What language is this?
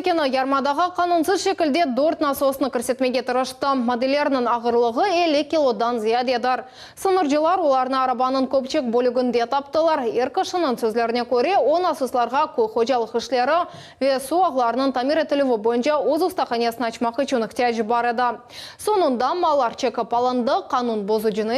Crimean Tatar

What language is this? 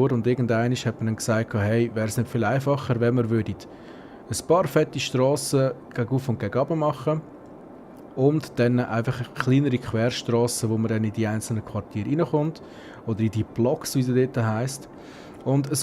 Swiss German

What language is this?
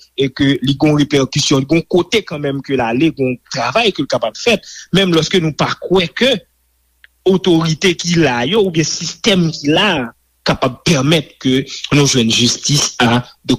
Haitian Creole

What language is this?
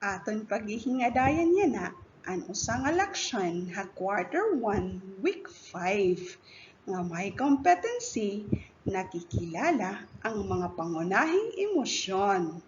Waray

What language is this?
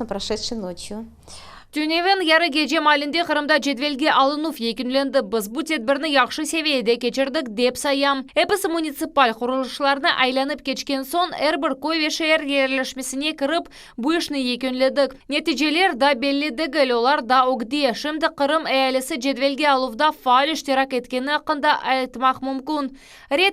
Crimean Tatar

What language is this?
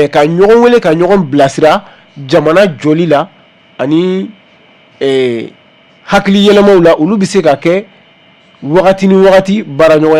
Bambara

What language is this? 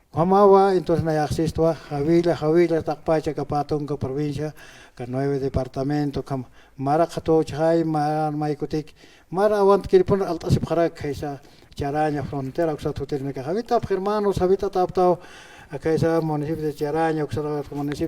Aymara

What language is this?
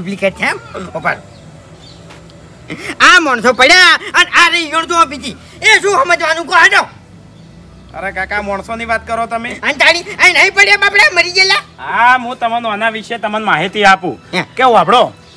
Gujarati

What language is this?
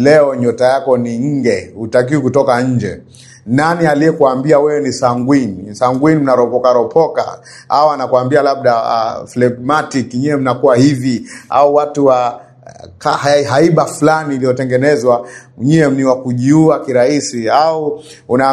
Swahili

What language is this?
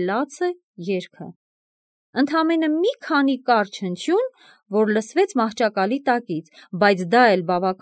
Armenian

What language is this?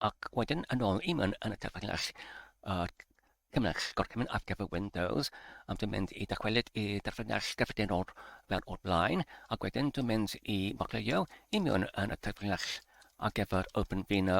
Welsh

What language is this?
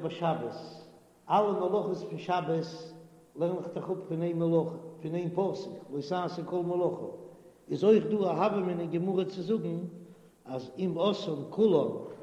Yiddish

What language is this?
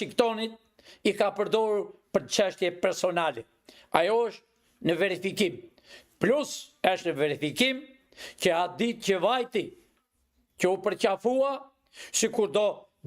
Albanian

